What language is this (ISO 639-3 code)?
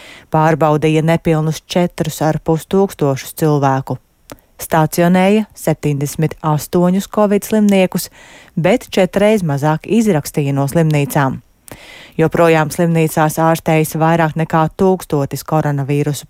lav